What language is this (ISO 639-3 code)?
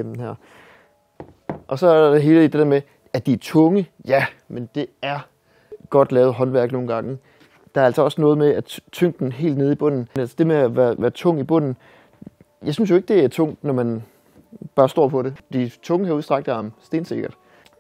dan